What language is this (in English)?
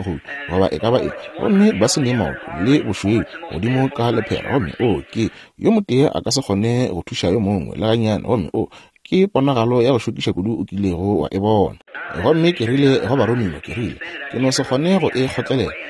Northern Sotho